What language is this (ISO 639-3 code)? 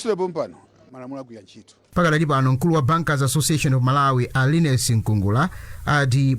nya